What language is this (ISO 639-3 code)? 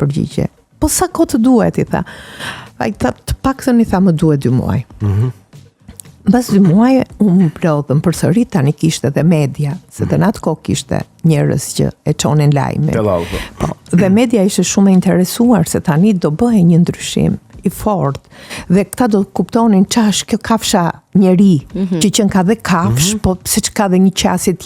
sqi